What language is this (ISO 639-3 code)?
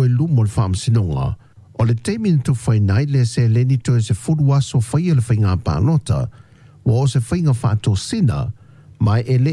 smo